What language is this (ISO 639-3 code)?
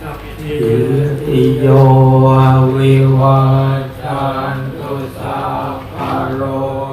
pli